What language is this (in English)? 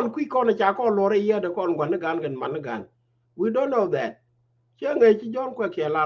Nuer